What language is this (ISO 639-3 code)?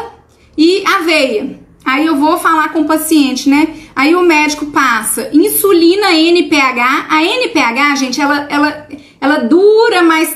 por